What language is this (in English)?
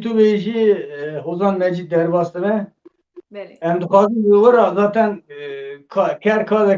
Kurdish